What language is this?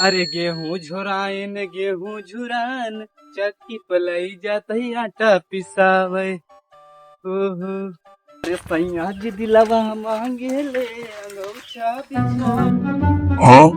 Awadhi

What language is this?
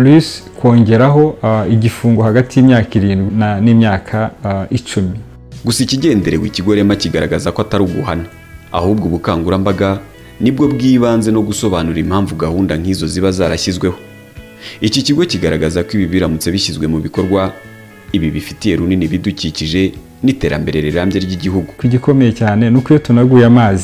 Kinyarwanda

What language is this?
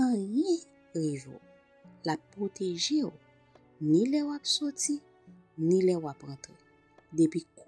Haitian Creole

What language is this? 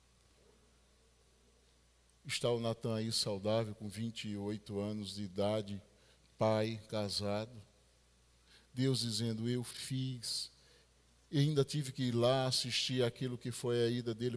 Portuguese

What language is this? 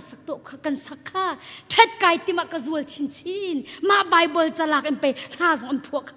Hakha Chin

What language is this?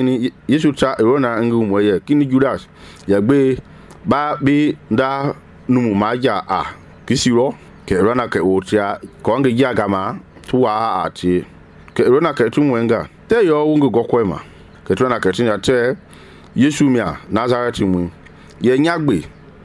Mende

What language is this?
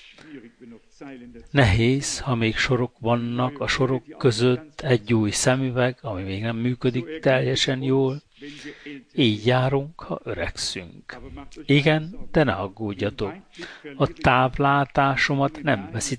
Hungarian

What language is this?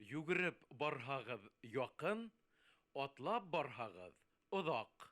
Bashkir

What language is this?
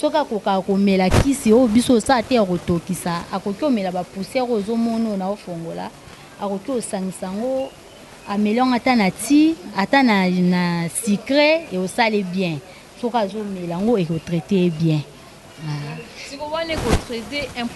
Lingala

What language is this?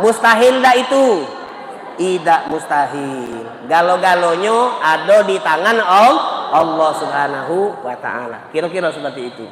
Musi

